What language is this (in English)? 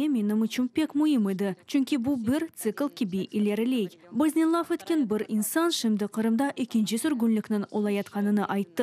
Crimean Tatar